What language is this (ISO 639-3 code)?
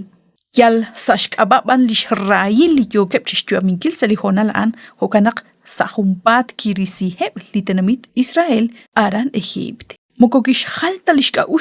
kek